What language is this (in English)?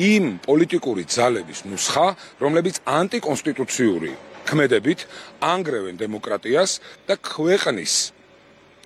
Georgian